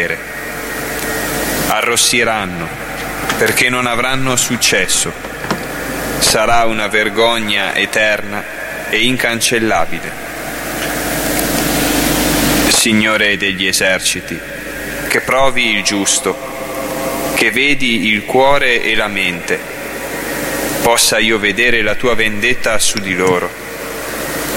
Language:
Italian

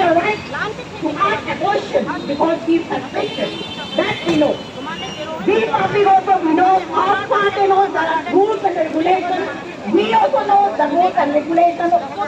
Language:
Karbi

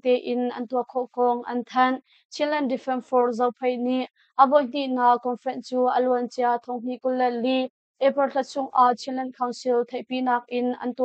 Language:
Hakha Chin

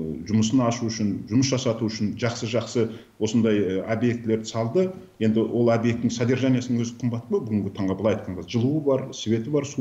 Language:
Kazakh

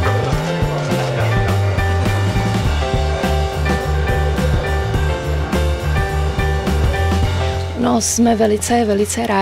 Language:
Czech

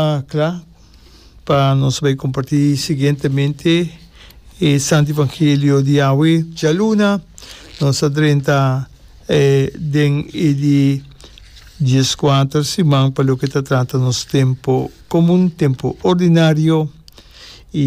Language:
Papiamento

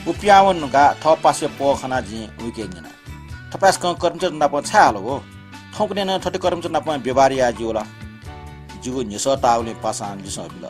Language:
Newari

